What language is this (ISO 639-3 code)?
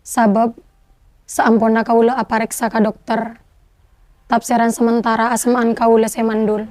mad